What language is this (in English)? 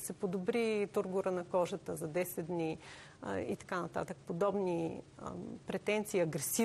Bulgarian